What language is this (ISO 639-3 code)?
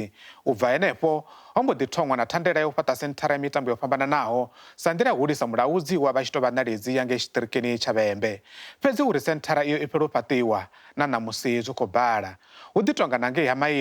ven